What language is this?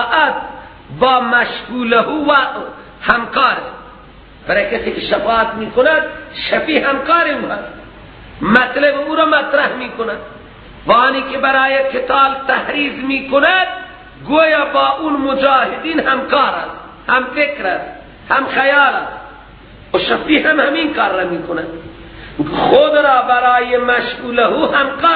Persian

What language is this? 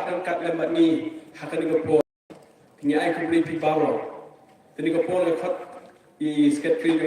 Khasi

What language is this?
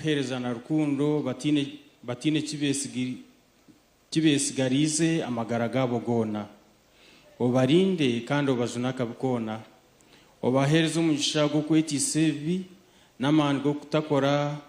Nyankole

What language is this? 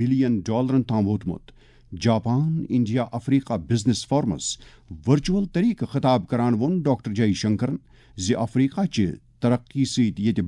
Kashmiri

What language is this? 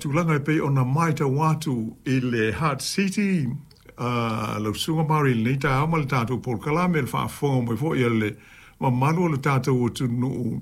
Samoan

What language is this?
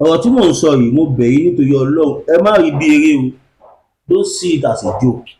Yoruba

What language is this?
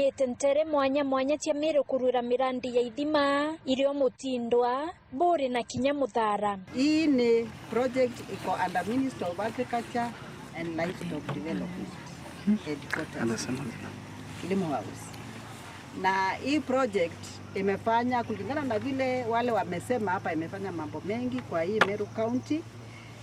Meru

